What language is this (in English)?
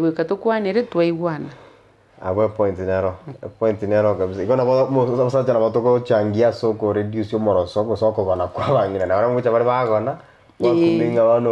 Gusii